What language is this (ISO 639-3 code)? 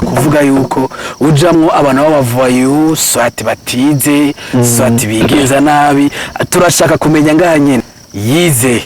run